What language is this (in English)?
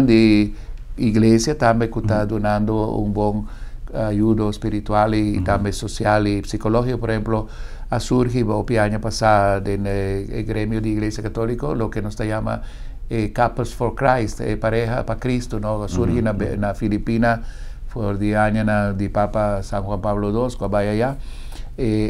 Papiamento